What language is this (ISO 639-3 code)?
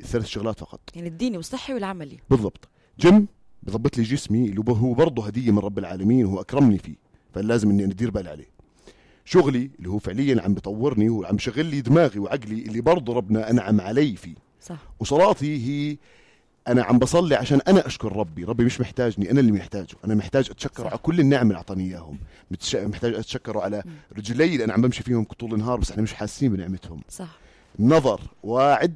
apc